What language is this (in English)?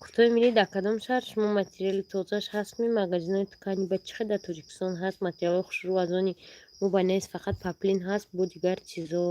Tajik